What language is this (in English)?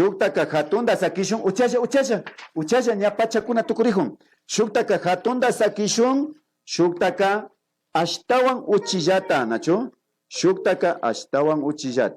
Imbabura Highland Quichua